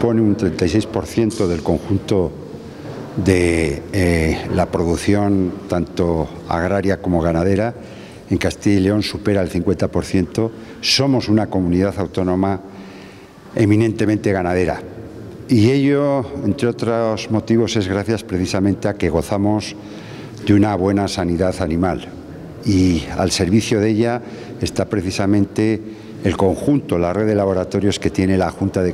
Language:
Spanish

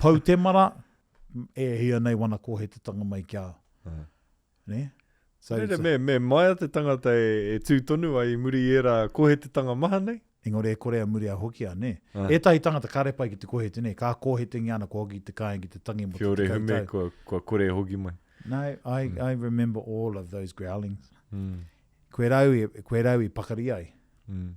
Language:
Māori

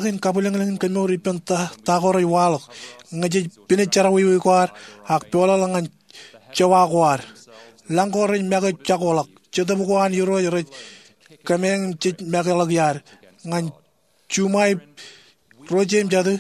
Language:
Marshallese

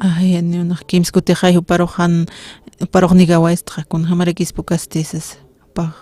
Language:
Aymara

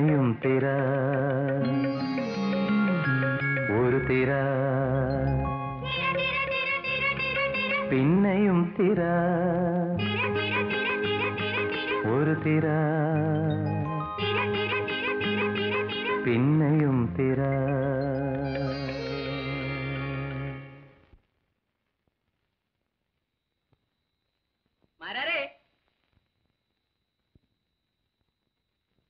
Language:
Malayalam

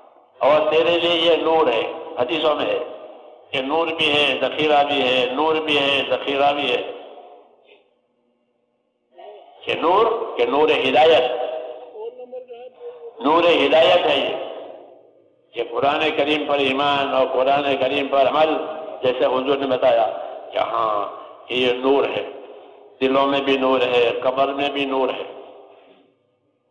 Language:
Urdu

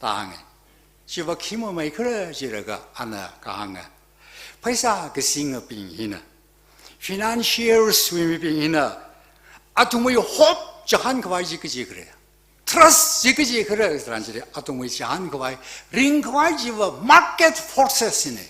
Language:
Tangkhul Naga (India)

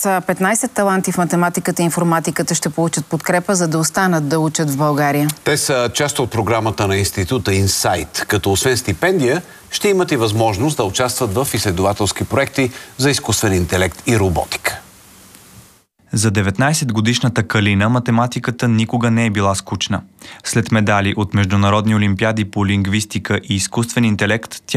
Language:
Bulgarian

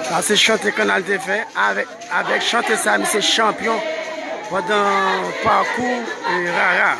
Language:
Haitian Creole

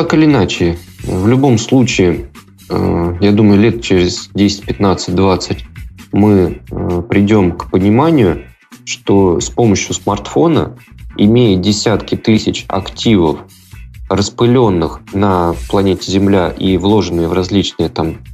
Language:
Russian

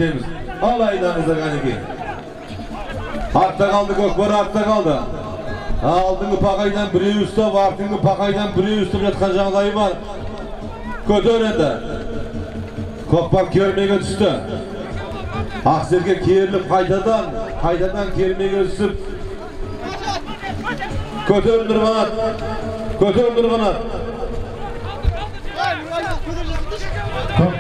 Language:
Kazakh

